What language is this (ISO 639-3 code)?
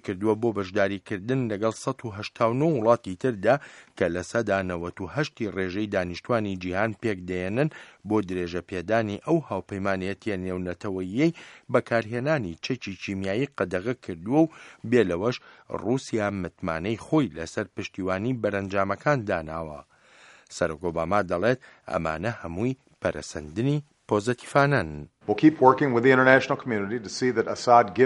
ckb